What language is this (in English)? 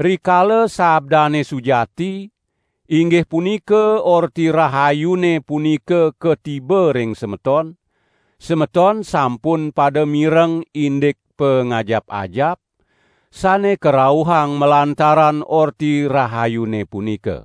Balinese